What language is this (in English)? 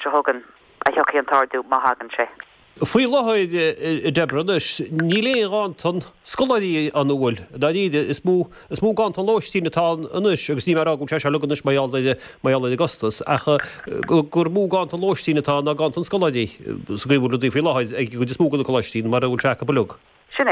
Irish